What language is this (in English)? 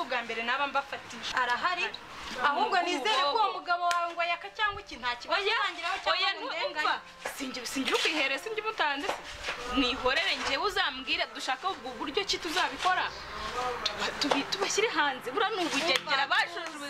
Kinyarwanda